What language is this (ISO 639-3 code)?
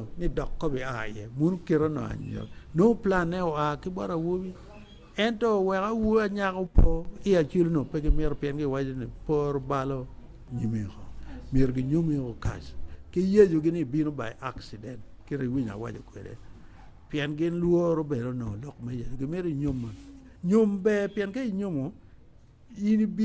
ach